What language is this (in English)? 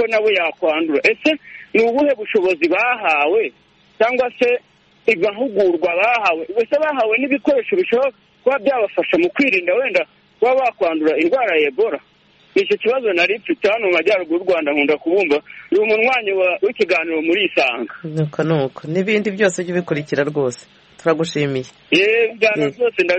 Kinyarwanda